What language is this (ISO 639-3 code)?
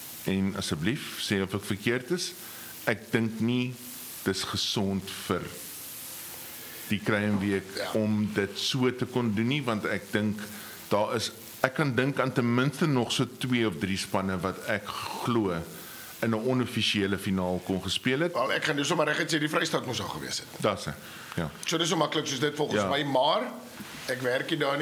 afr